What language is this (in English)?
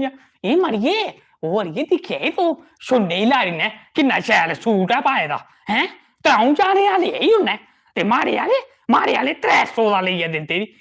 Dogri